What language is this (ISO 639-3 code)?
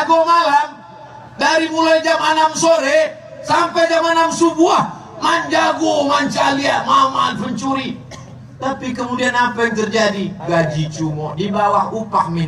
ind